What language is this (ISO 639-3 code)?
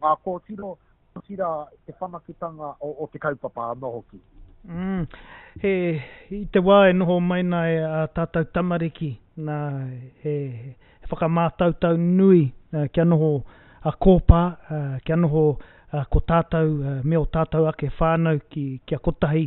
mri